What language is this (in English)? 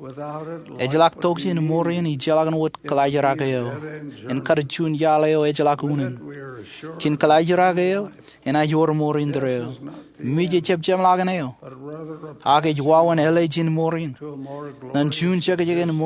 Marshallese